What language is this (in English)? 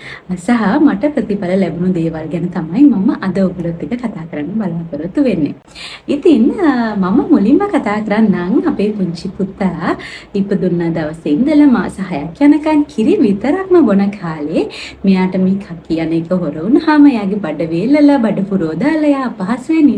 Sinhala